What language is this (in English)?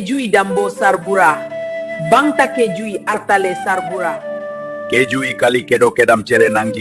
Karbi